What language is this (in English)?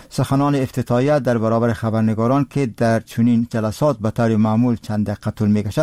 Persian